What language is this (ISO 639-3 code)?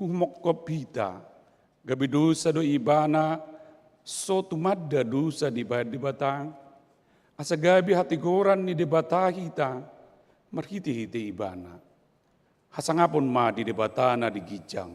bbc